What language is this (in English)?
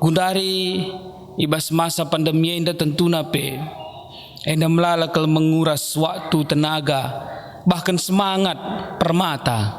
Batak Karo